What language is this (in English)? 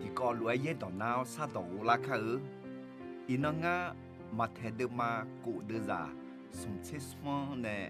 Akha